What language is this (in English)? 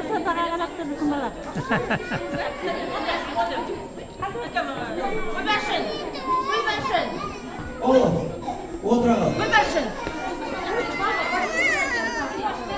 Kazakh